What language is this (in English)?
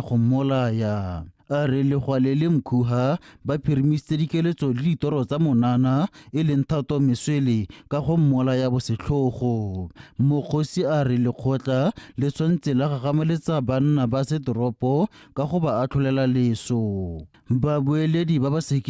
Tswana